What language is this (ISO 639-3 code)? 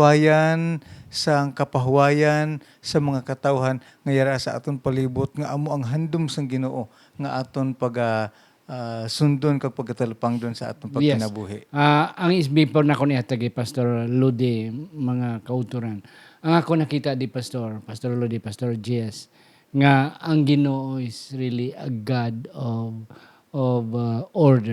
hil